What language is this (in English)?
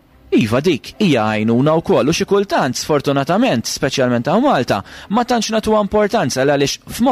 Maltese